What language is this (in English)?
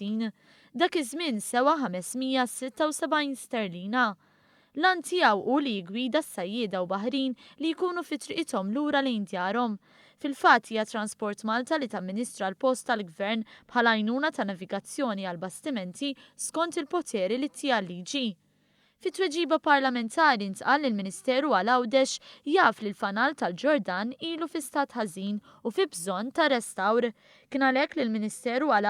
Maltese